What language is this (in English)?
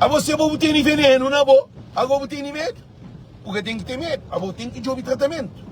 Kabuverdianu